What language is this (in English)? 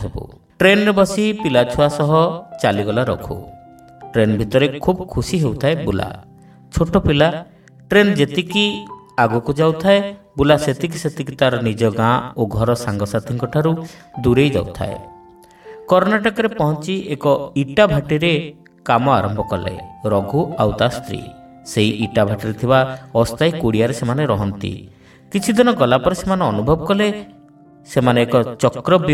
Odia